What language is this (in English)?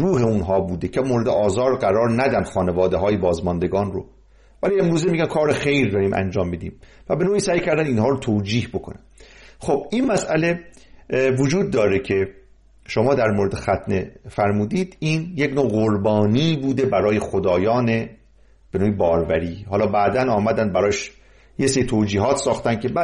Persian